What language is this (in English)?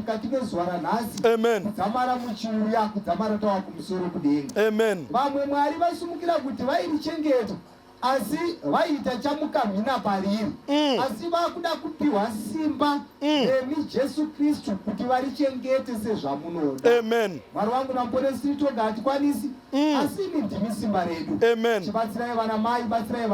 Shona